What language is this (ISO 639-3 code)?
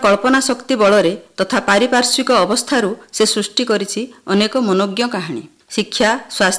ori